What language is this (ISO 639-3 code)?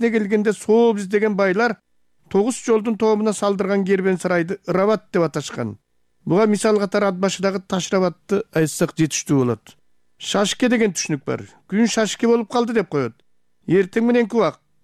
kir